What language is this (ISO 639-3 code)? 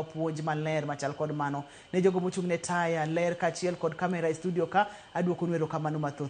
luo